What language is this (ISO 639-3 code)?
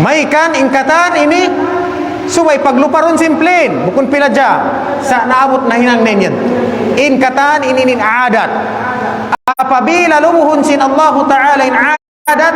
tsg